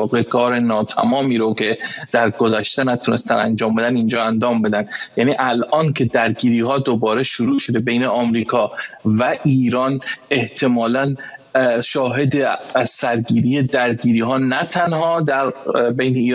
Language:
Persian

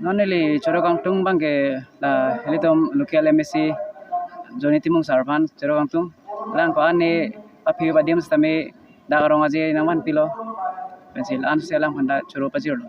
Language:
Karbi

